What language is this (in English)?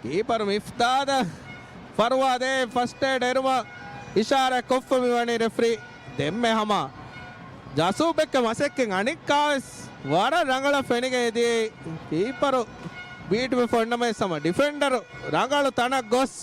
Divehi